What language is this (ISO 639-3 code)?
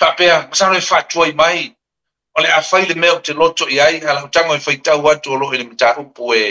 smo